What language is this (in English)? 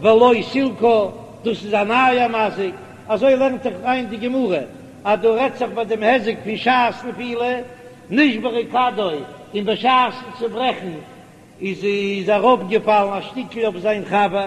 Yiddish